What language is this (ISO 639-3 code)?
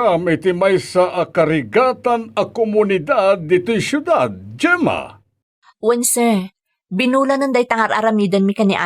ilo